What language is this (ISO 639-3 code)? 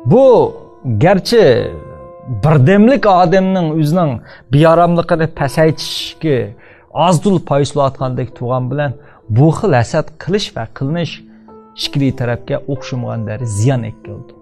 uig